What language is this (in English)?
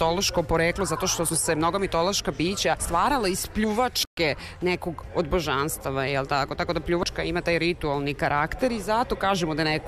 Serbian